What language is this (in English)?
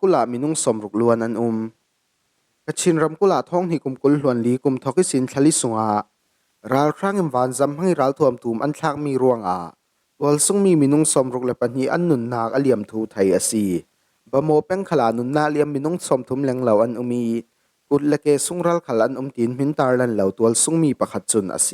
Falam Chin